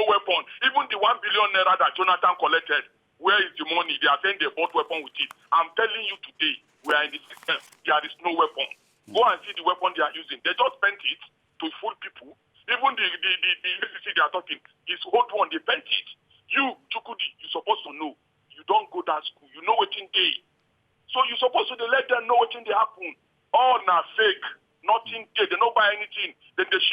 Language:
Nigerian Pidgin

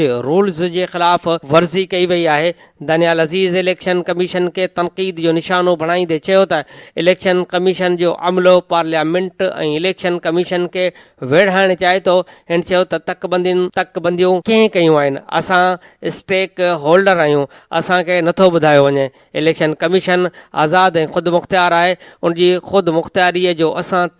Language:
Sindhi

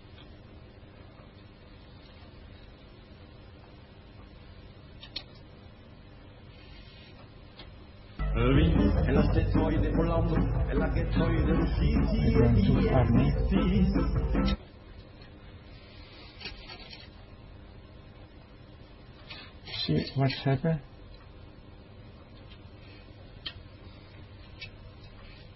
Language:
Esperanto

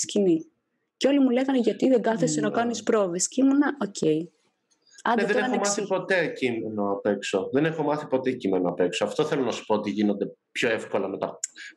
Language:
Greek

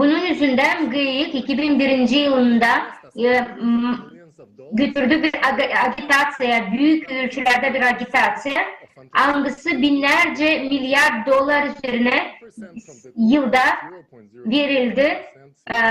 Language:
Gagauz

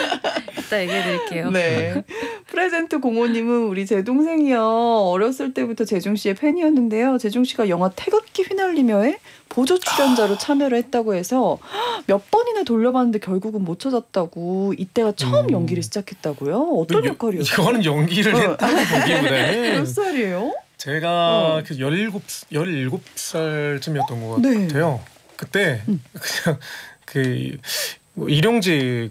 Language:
Korean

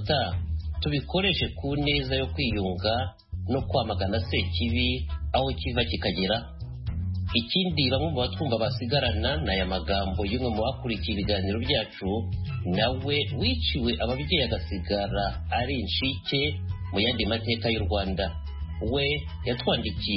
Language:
Kinyarwanda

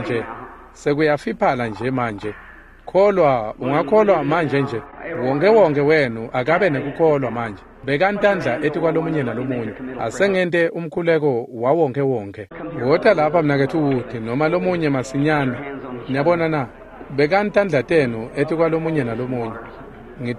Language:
Swati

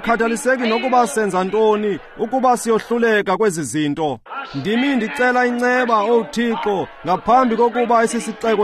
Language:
Xhosa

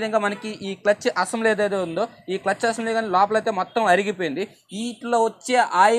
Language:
Telugu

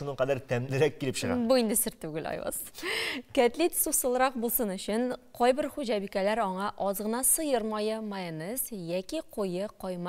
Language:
Tatar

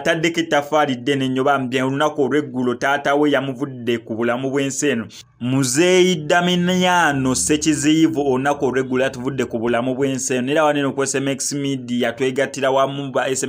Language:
Ganda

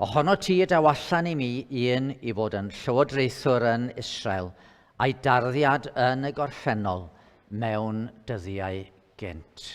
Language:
Welsh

